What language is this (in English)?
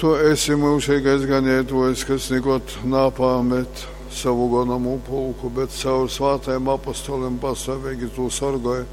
Latgalian